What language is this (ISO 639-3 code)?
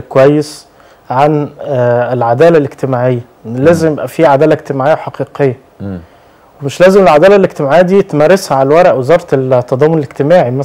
arz